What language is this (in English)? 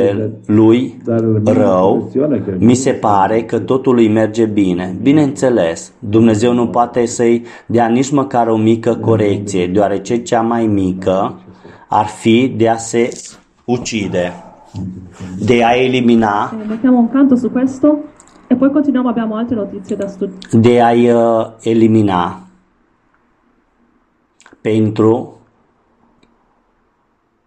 Romanian